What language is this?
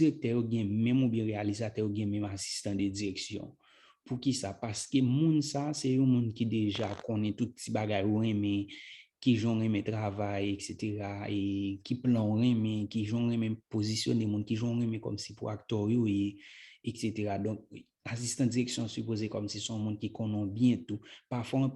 Haitian Creole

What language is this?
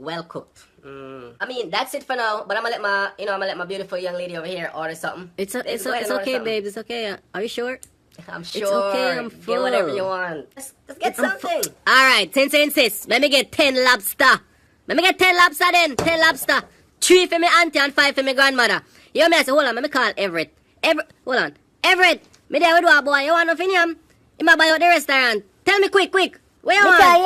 Jamaican Creole English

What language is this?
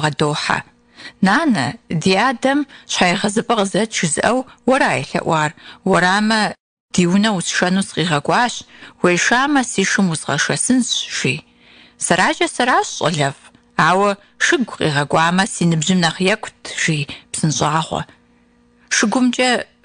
Kabardian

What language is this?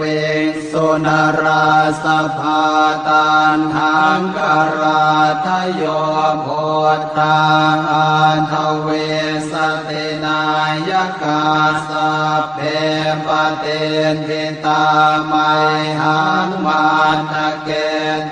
Pali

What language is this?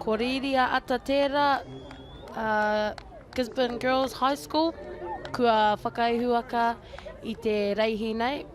Māori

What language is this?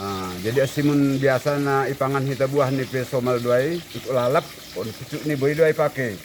Batak Simalungun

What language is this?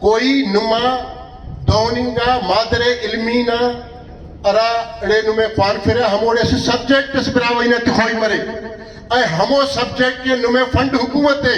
Brahui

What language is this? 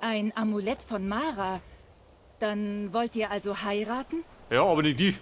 Bavarian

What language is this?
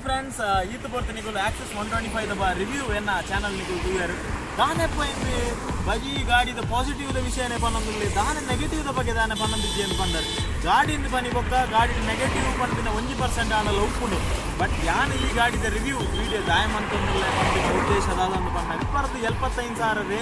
Tulu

